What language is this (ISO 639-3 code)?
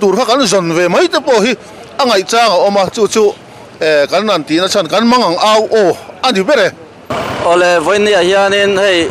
lus